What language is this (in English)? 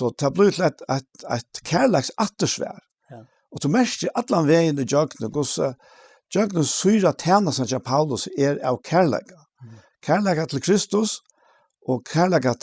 Faroese